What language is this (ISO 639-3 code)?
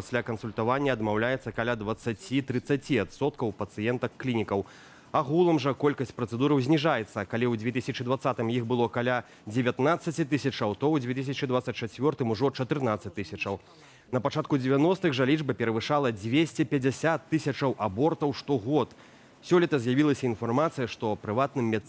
bel